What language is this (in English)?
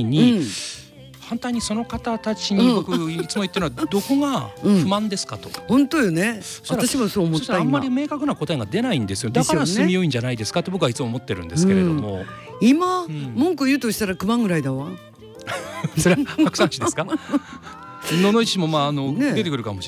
Japanese